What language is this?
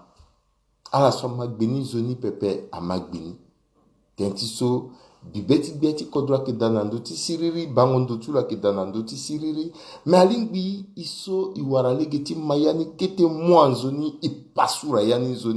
Sango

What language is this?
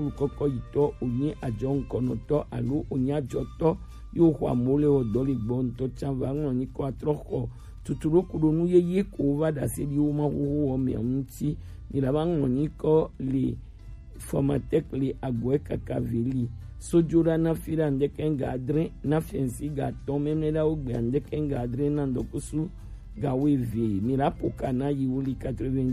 Gen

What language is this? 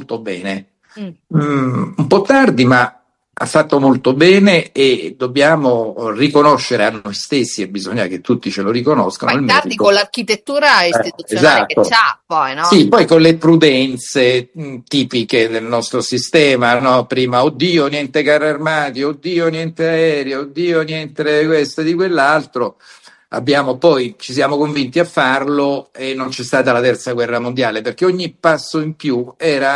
Italian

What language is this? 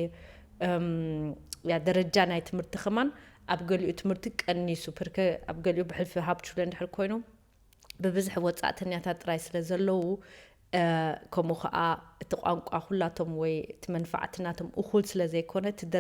Tigrinya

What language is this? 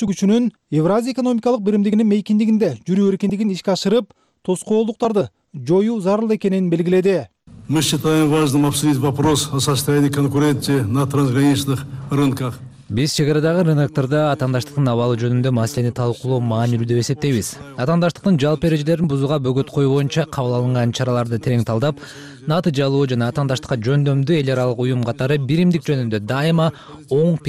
Kyrgyz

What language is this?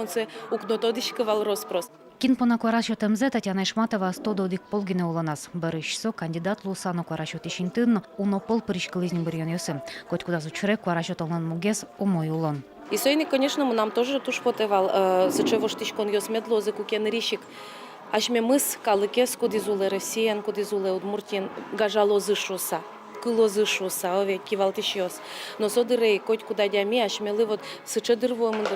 Udmurt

